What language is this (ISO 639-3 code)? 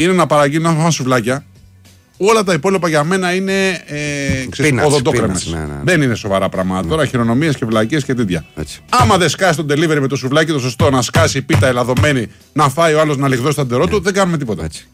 ell